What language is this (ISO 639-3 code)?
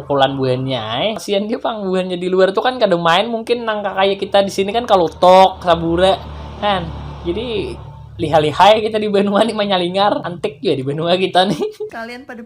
bjn